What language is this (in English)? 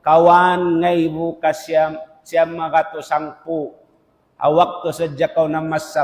Tausug